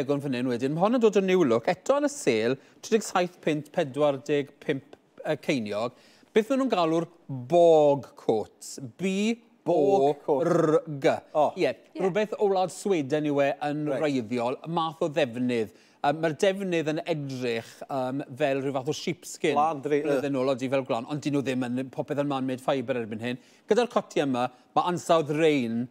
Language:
Welsh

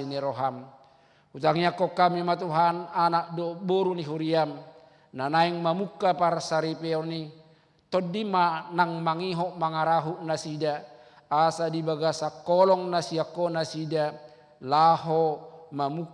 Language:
Batak Toba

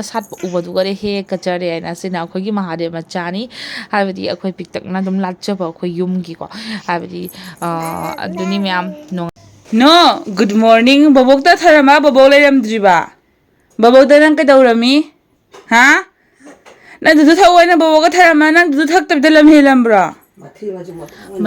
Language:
Manipuri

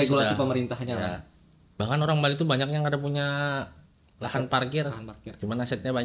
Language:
Banjar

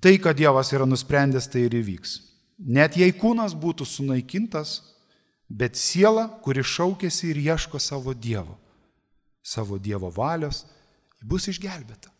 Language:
Lithuanian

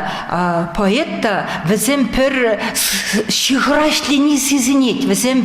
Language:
Chuvash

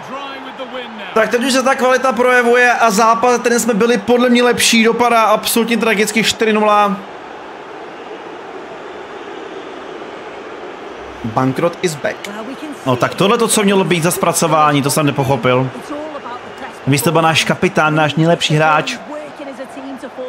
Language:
Czech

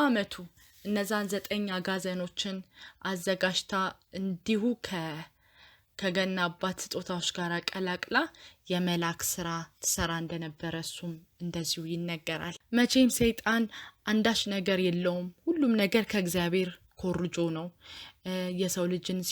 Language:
Amharic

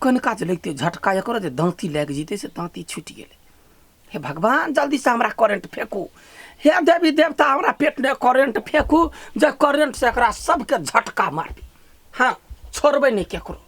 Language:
Maithili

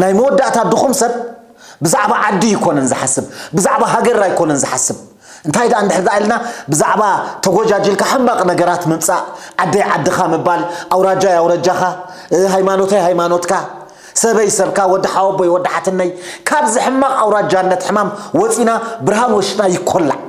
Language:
Tigrinya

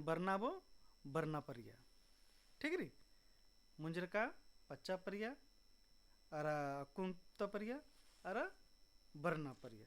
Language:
Kurukh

